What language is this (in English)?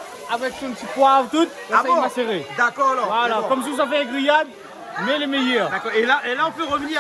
Réunion Creole French